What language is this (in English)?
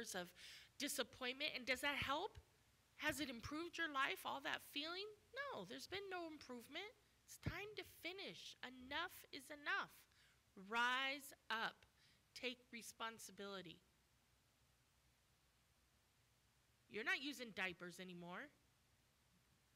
English